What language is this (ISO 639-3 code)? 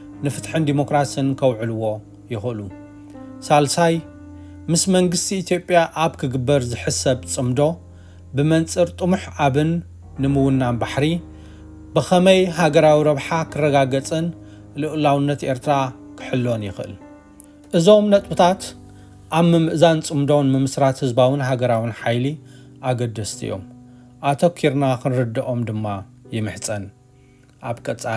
tir